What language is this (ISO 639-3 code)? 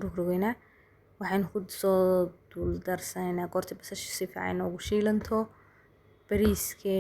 som